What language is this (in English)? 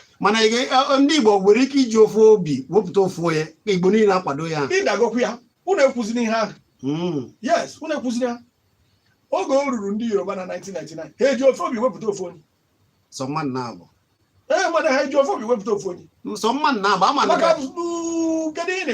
Igbo